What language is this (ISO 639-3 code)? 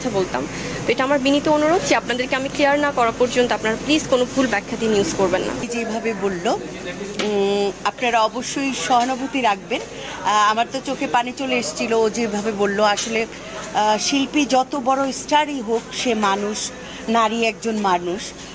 ben